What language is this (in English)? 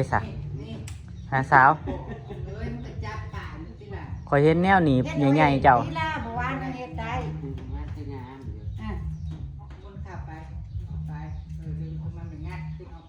Northeastern Thai